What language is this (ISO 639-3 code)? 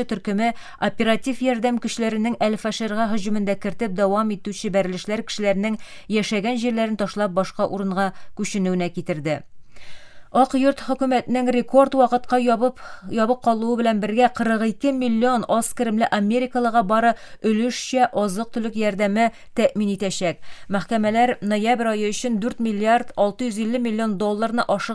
tat